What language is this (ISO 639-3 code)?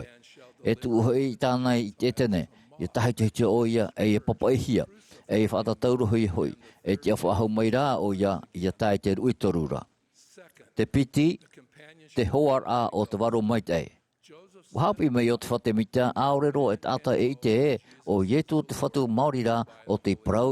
tah